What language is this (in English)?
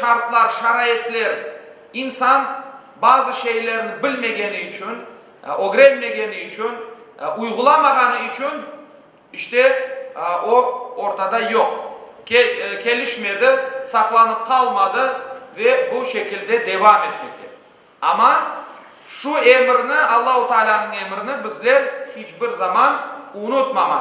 Crimean Tatar